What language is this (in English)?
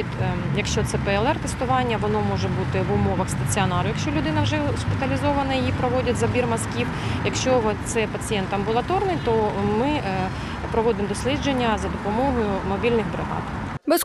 Ukrainian